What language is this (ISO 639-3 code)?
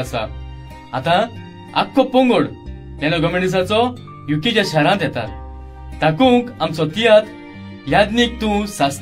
kok